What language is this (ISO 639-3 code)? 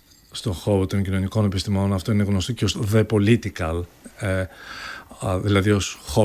ell